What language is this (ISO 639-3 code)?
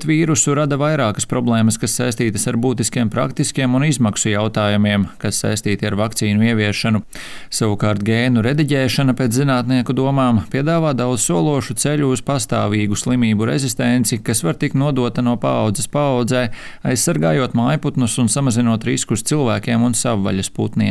lav